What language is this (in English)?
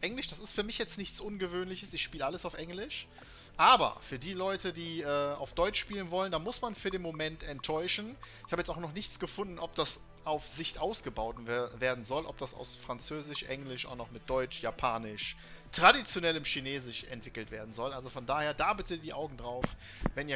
German